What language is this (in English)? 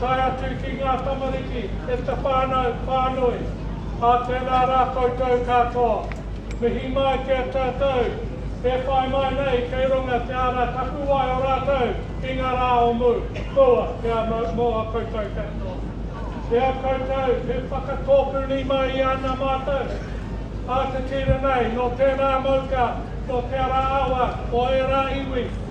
Māori